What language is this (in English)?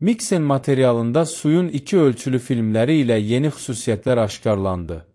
Azerbaijani